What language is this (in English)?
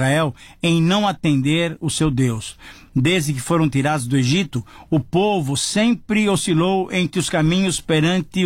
Portuguese